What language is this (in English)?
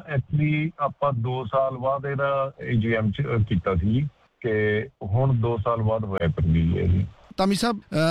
Punjabi